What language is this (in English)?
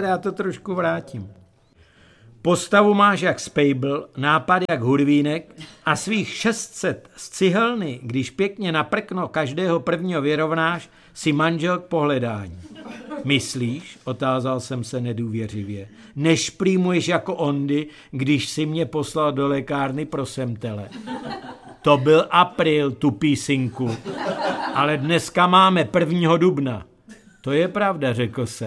Czech